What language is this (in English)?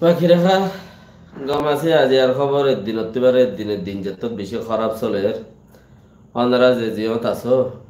Rohingya